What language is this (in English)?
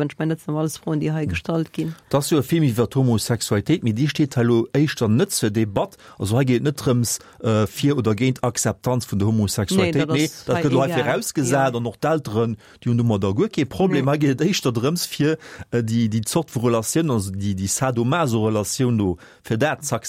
Luxembourgish